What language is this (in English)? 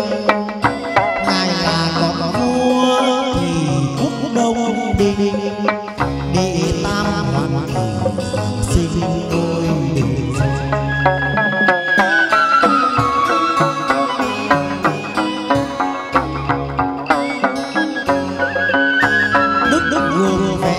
Vietnamese